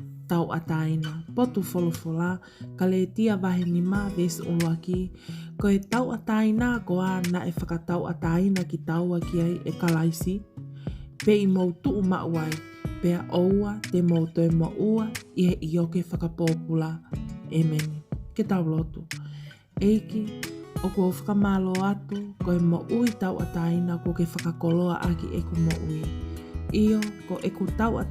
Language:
Tongan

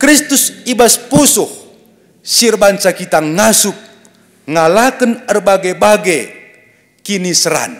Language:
Batak Karo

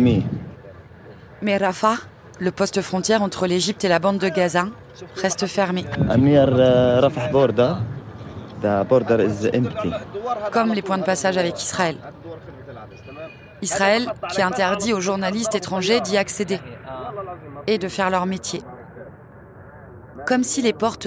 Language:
French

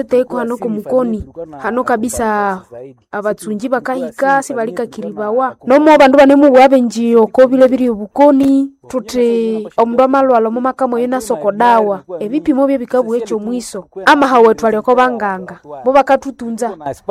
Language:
Nande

